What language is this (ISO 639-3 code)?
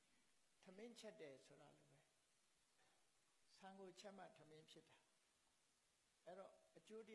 mya